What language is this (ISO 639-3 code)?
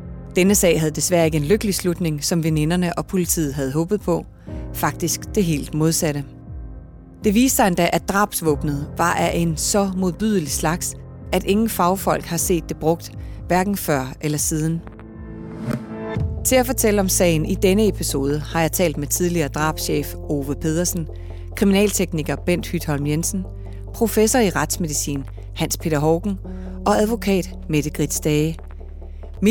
dan